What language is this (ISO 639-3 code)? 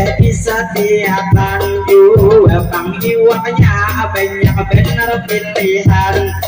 bjn